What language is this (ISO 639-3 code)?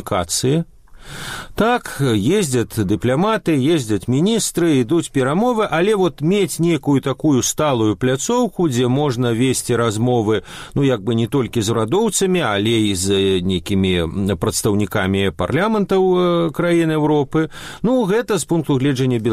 bel